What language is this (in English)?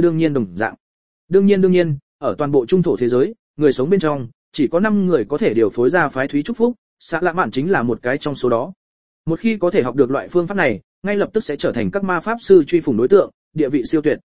Vietnamese